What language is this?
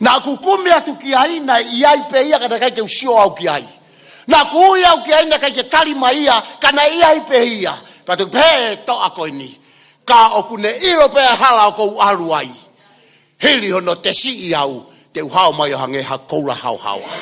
Tongan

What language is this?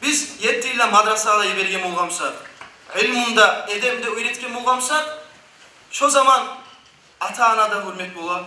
Kumyk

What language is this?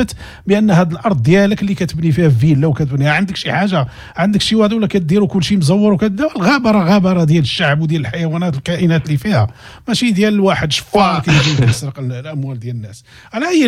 Moroccan Arabic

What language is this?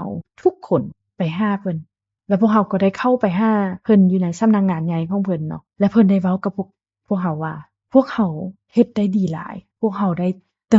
Lao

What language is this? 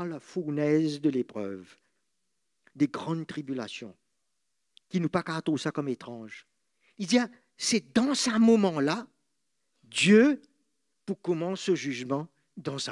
Morisyen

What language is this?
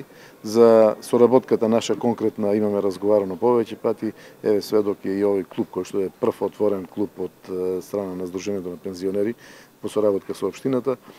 Macedonian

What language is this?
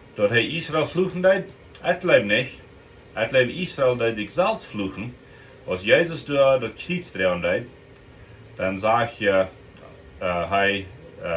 Plautdietsch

